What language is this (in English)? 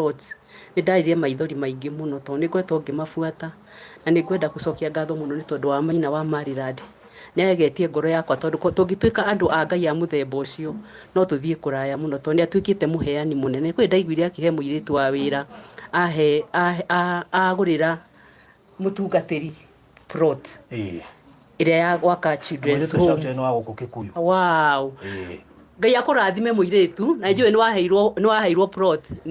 Kikuyu